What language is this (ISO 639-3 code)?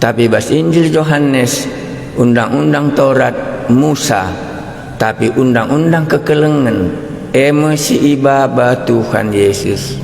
btx